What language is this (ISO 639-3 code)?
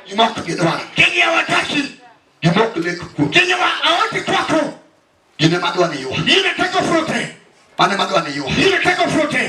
luo